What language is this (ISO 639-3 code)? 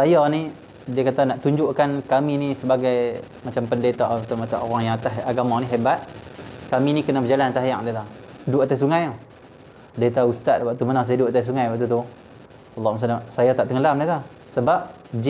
msa